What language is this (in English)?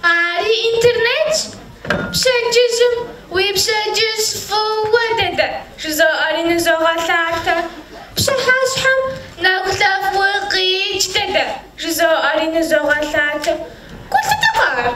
Kabardian